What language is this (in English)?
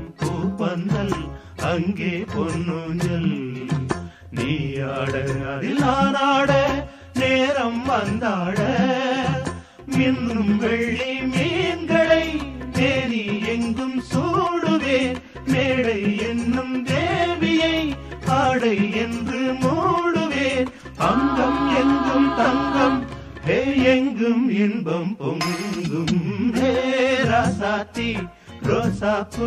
Tamil